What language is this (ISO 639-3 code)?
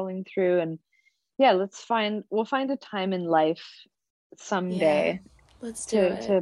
eng